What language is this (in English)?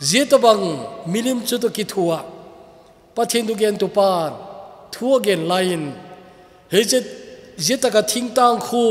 Thado Chin